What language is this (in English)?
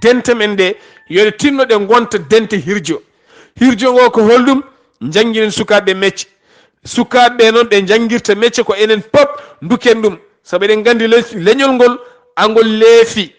Fula